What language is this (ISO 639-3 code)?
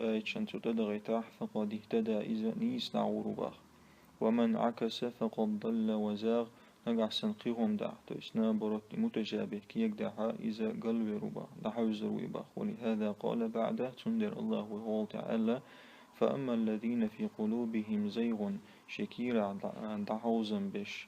che